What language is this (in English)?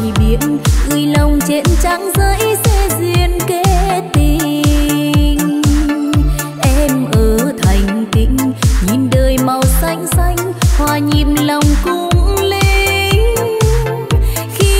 Vietnamese